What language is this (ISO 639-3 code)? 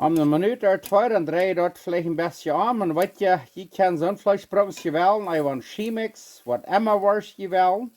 pdt